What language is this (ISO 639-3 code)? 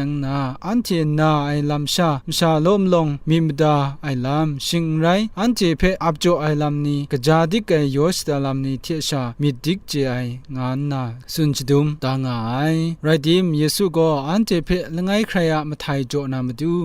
kac